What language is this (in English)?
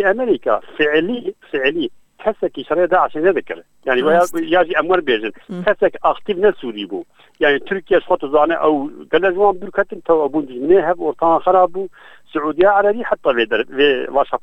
Kurdish